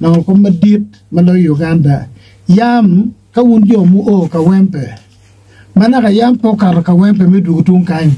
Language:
Acoli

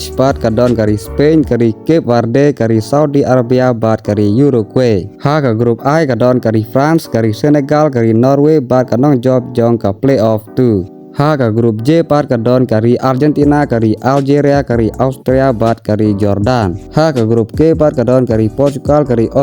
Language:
Khasi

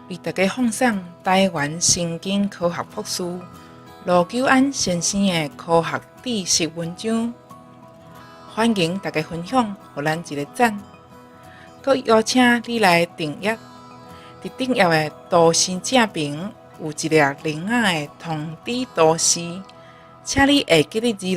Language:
Min Nan Chinese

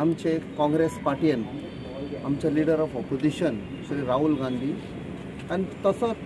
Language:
Konkani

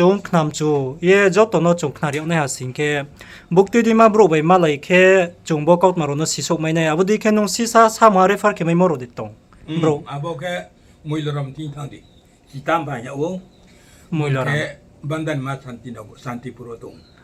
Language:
Riang (India)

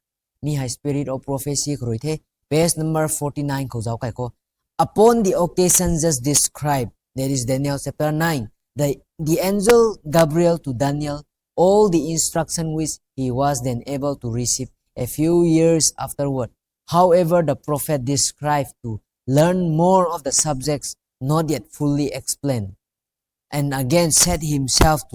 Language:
Rongmei Naga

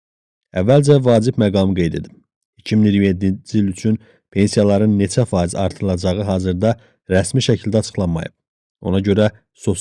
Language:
Azerbaijani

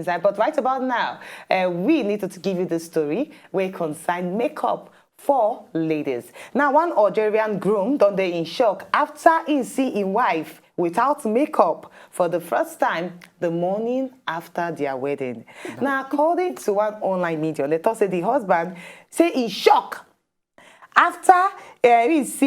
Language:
Nigerian Pidgin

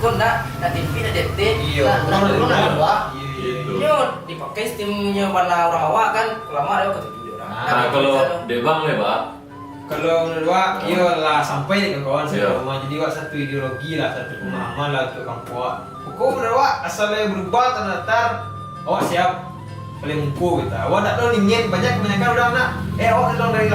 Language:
Minangkabau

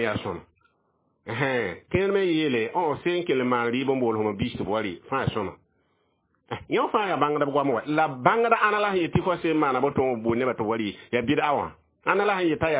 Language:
Mossi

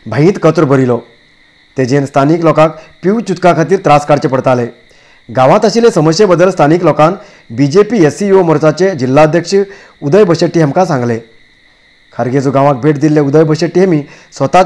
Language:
Konkani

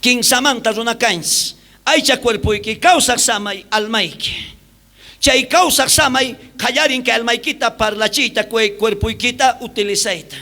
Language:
South Bolivian Quechua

